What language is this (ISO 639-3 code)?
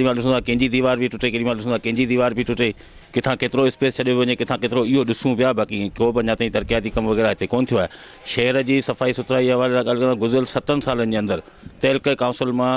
snd